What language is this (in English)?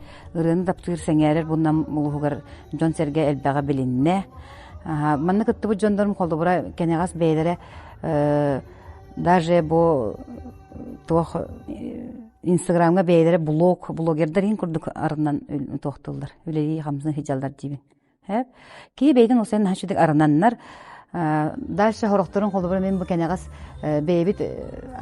Yakut